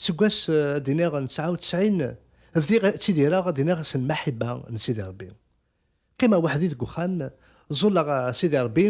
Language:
Kabyle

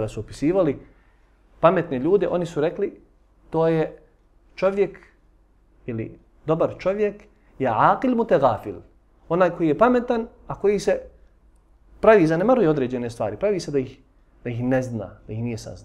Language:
Bosnian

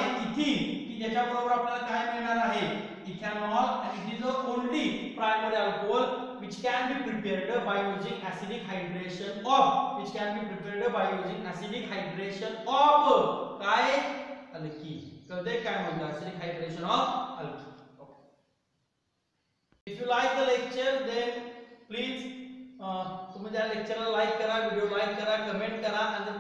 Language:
Marathi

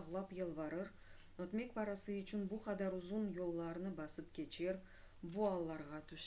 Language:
Crimean Tatar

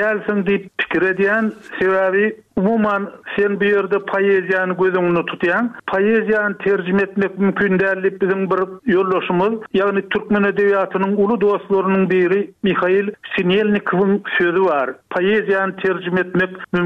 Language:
Turkmen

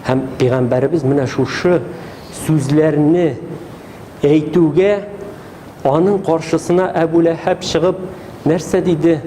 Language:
Tatar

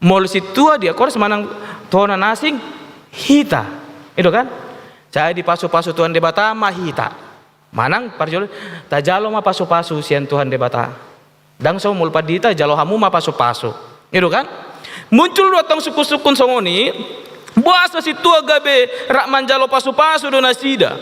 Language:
Batak Toba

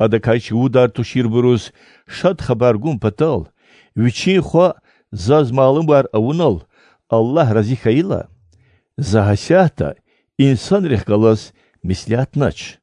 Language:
Lezghian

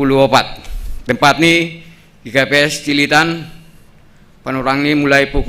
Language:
Batak Simalungun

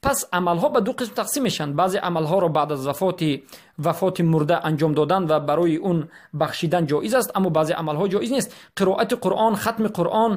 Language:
Tajik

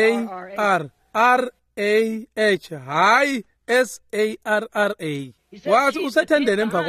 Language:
Swati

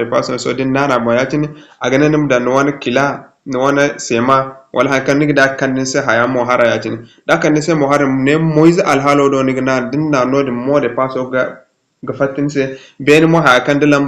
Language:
Zarma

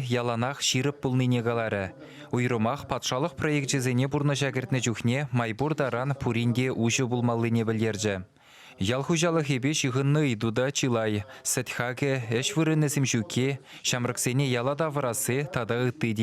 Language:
Chuvash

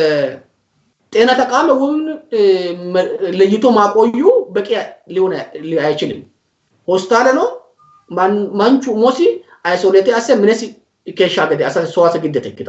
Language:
Sidamo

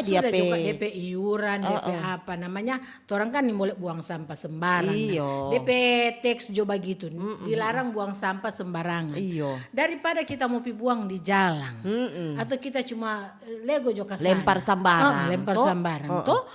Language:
Manado Malay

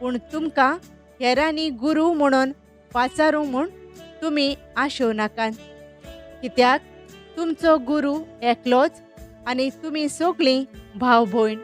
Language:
Konkani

